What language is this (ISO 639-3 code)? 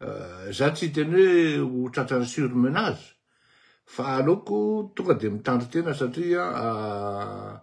mlg